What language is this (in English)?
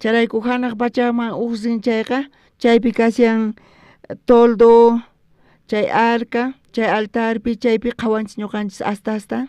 South Bolivian Quechua